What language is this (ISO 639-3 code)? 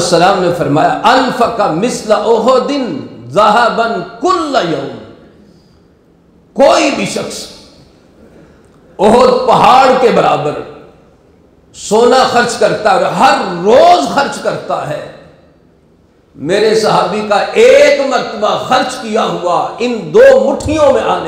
urd